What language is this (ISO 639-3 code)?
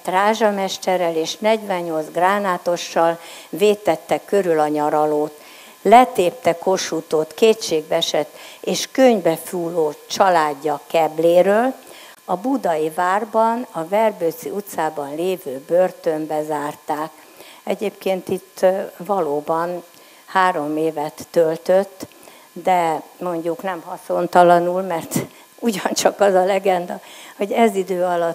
hun